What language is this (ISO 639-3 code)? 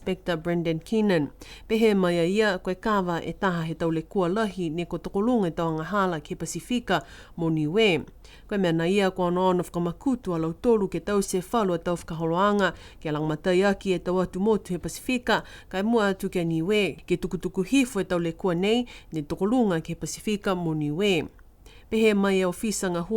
niu